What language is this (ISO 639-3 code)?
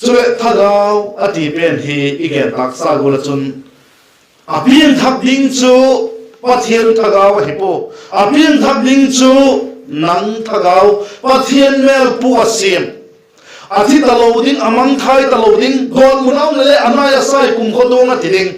vap